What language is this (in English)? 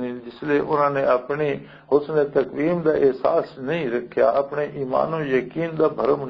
Western Panjabi